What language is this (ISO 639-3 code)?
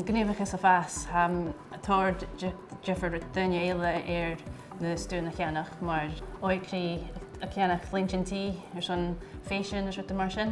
gla